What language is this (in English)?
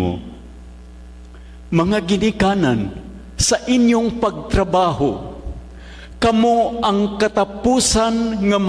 Cebuano